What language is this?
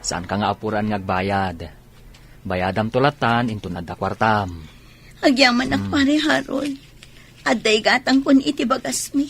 Iloko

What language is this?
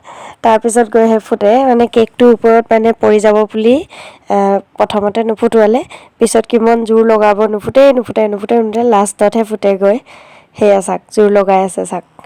Assamese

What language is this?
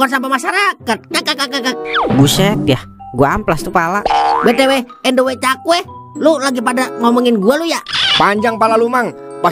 Betawi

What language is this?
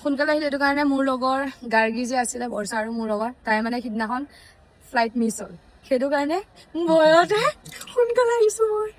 Assamese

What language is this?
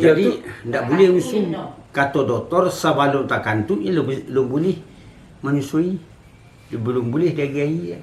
Minangkabau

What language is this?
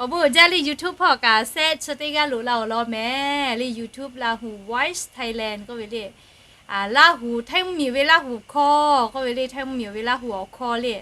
Lahu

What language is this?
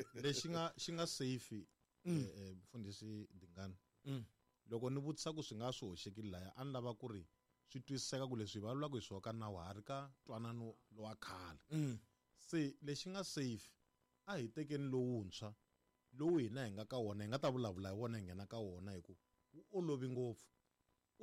Tsonga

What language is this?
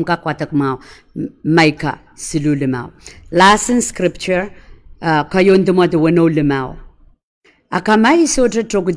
Pohnpeian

